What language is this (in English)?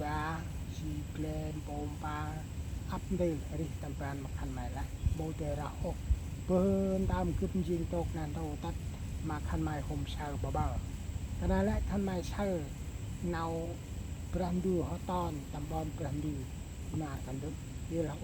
Central Mnong